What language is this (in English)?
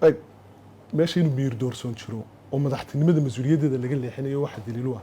Somali